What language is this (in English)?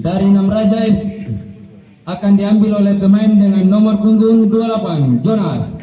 Ambonese Malay